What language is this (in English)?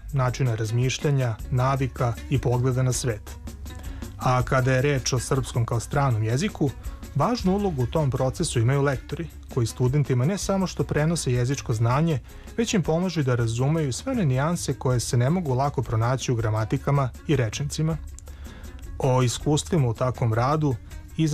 Serbian